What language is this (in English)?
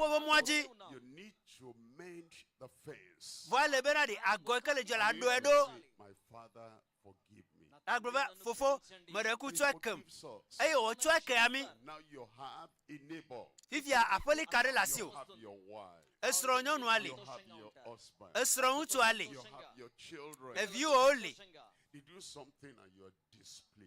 Ewe